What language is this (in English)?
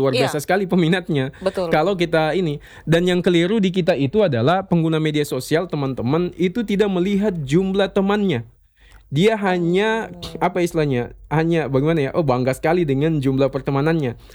Indonesian